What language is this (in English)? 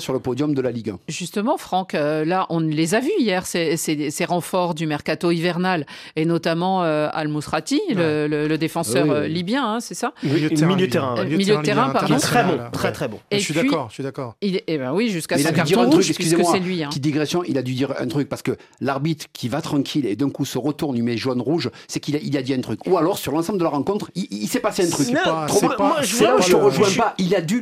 French